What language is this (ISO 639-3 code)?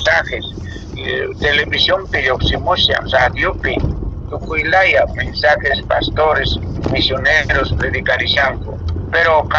que